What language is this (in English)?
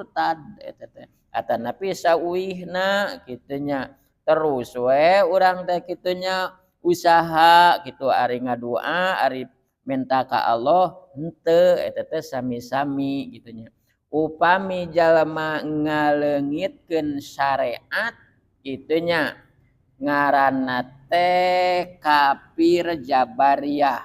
Sundanese